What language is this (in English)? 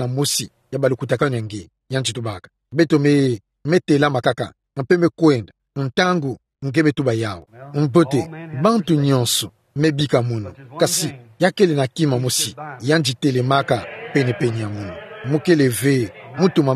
Kituba (Democratic Republic of Congo)